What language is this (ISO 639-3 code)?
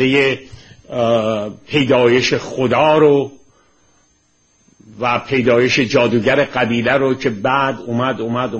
fas